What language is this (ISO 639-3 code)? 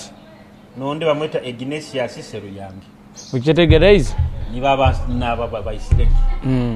nyo